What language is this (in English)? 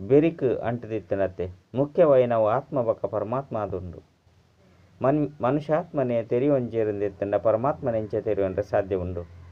Tulu